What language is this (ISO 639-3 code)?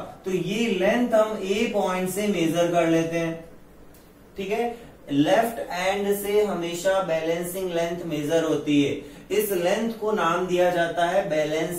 hin